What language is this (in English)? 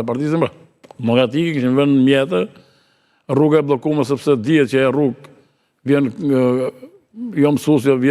Albanian